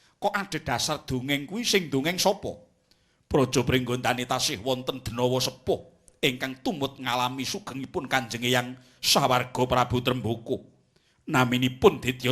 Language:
Javanese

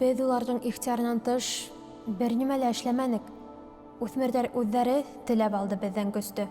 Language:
Bashkir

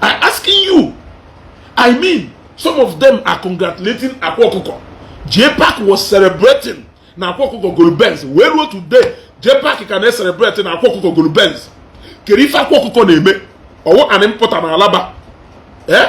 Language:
Igbo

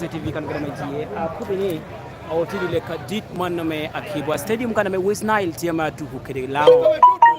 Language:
Lango (Uganda)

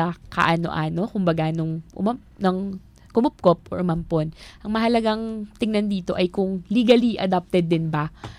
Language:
Filipino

